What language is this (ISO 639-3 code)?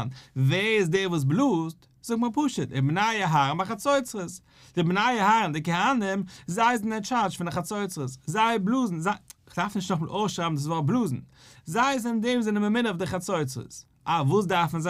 yid